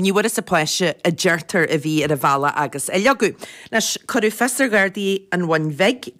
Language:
Irish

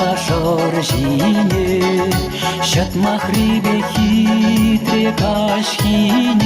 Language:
Chuvash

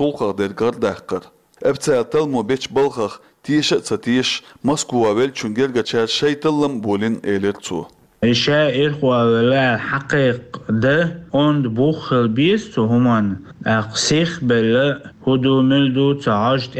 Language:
Chechen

